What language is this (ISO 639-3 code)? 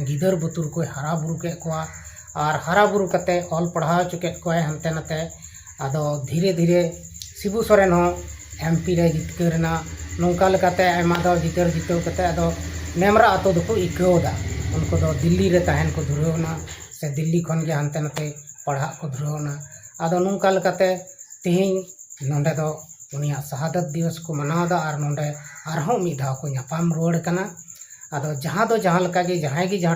sat